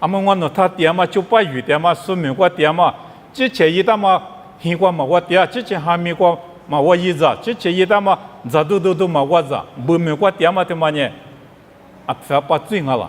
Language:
Lisu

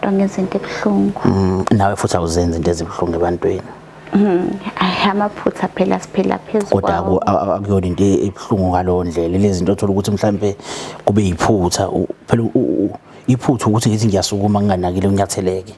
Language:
Zulu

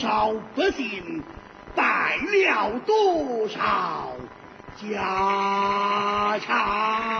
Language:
Chinese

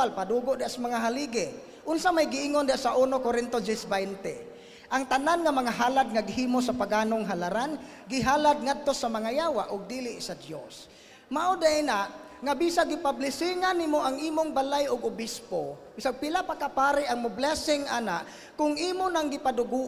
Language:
Cebuano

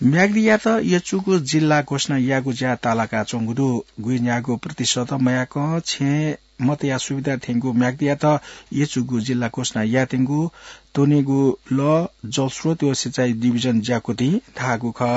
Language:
Newari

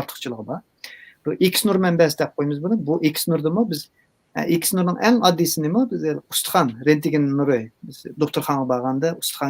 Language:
Uyghur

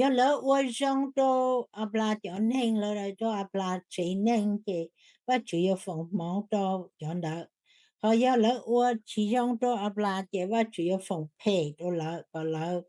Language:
Hmong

